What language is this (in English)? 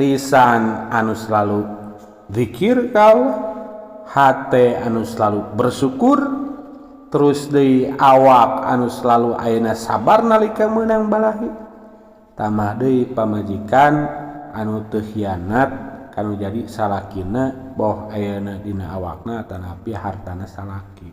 Sundanese